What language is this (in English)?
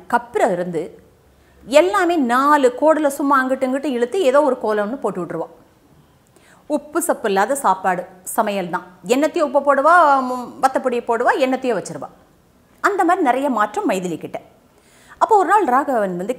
Tamil